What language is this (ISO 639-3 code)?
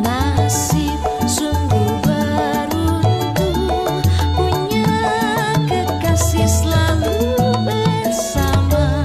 bew